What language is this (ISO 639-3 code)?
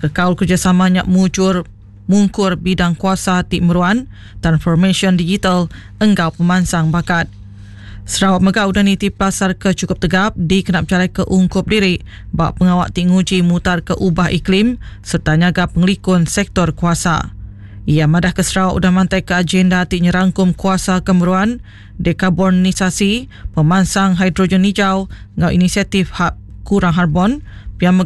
iba